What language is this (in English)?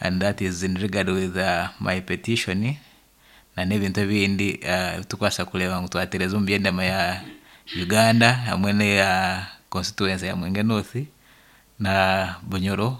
Nyankole